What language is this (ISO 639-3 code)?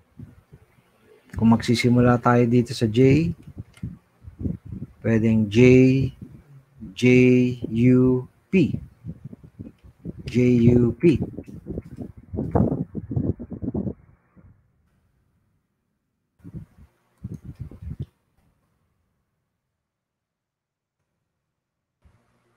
fil